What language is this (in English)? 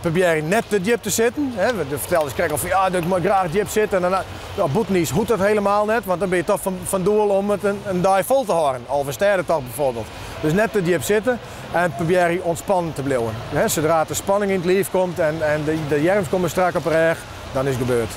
Western Frisian